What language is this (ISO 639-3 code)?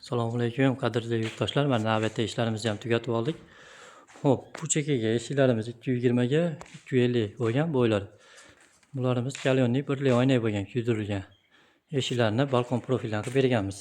uzb